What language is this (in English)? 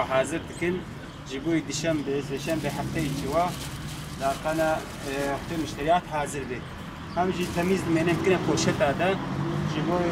Kurdish